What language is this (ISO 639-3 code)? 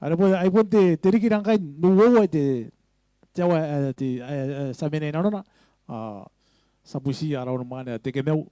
gil